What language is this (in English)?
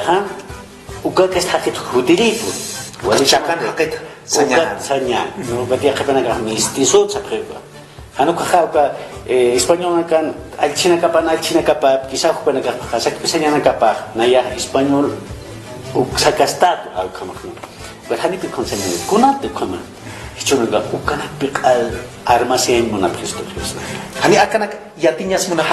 Aymara